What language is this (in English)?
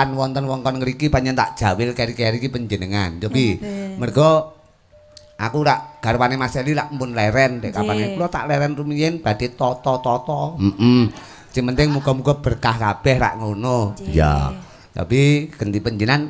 Javanese